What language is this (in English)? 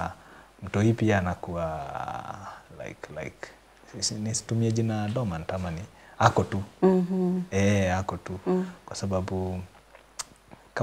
Swahili